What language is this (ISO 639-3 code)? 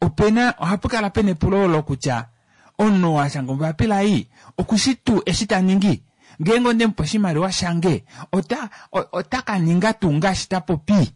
kua